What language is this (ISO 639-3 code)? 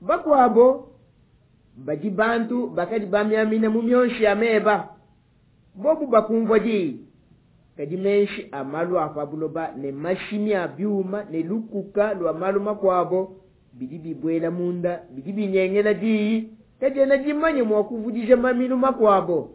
lua